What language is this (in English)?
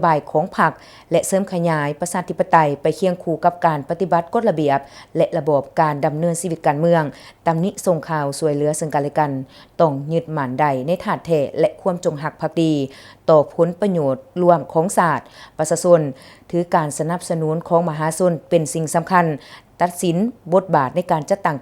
Lao